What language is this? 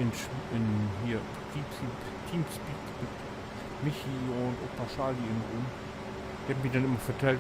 Low German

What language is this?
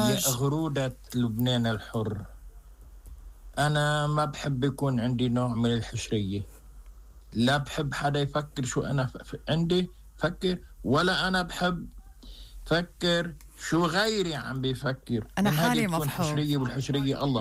North Levantine Arabic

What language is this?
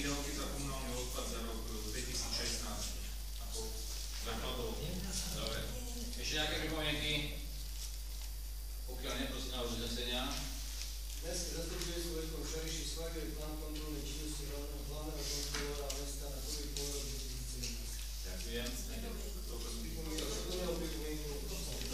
Slovak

